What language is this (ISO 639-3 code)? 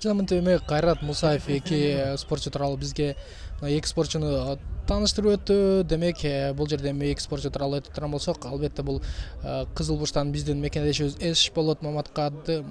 kir